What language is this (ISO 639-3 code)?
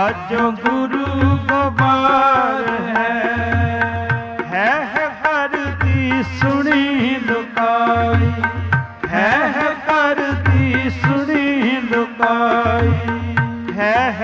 pan